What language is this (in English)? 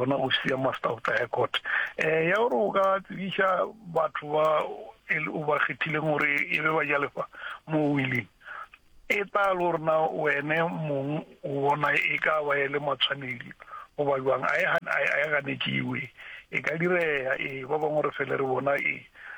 Northern Sotho